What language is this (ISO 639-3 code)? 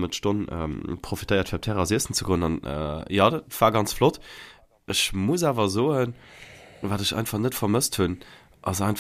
ltz